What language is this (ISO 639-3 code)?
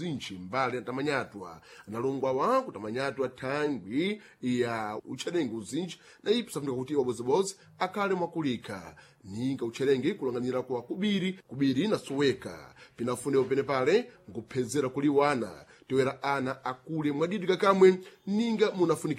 seh